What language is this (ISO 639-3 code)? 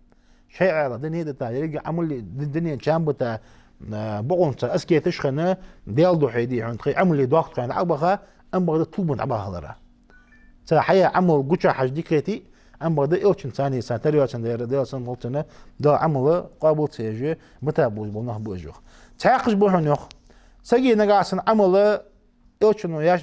inh